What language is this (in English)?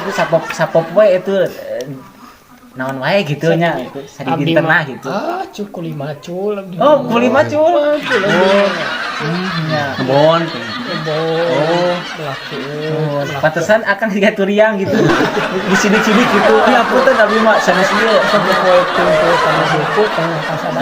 Sundanese